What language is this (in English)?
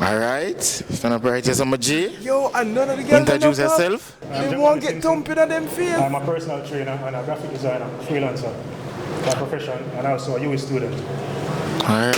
Jamaican Creole English